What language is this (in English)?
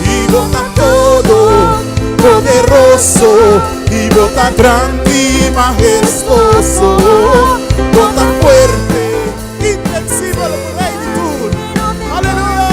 Papiamento